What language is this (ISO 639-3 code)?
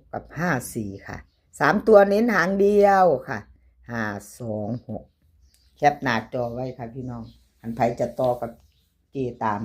tts